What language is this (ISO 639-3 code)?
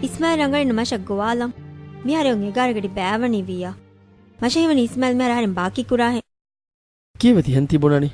div